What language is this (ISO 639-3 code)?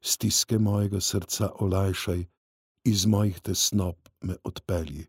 slv